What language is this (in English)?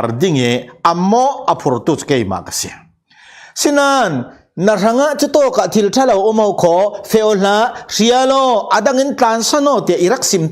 Falam Chin